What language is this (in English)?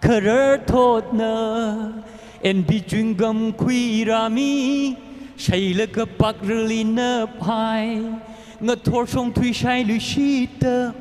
Tangkhul Naga (India)